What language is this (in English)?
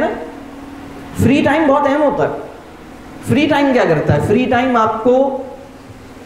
Urdu